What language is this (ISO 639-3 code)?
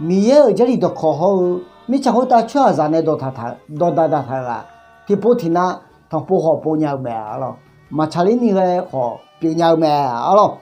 ahk